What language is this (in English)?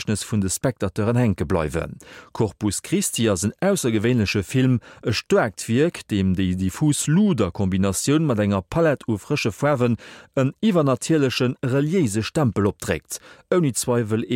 Luxembourgish